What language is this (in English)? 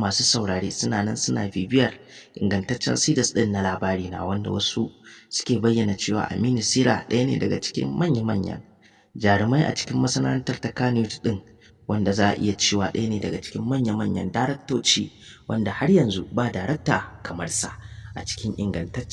Hausa